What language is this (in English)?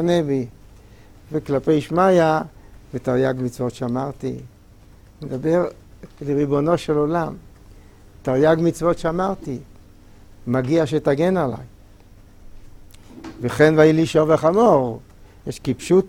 Hebrew